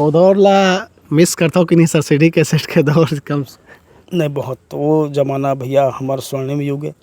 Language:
Chhattisgarhi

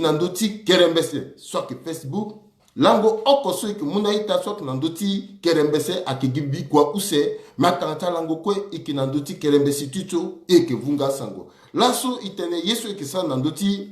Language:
Sango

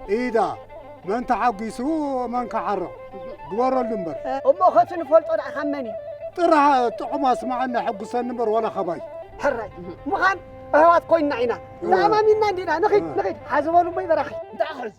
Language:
Tigrinya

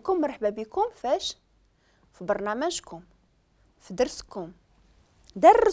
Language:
Moroccan Arabic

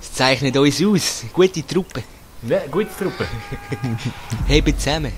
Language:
Swiss German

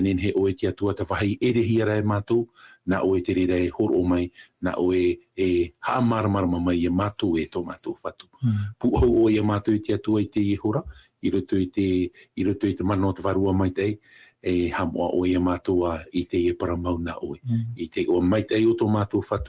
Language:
Tahitian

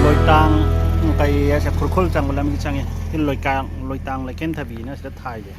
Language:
Manipuri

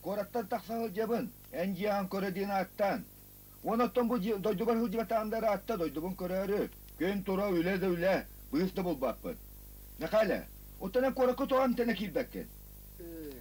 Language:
Yakut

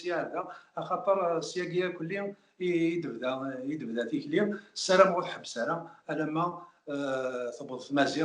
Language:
Kabyle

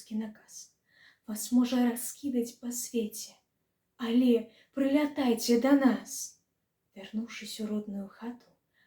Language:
Belarusian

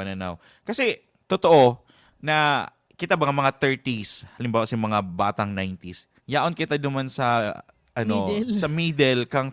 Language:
Bikol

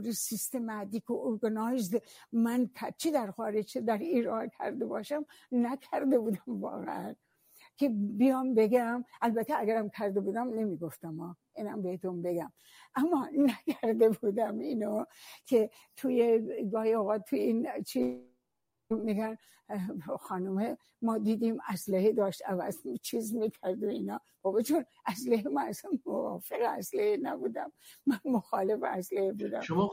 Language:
Persian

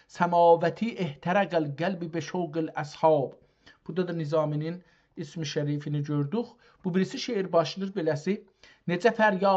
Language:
South Azerbaijani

